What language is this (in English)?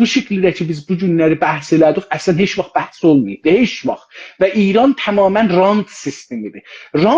South Azerbaijani